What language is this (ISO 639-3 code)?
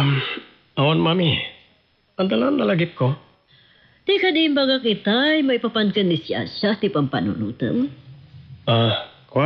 ilo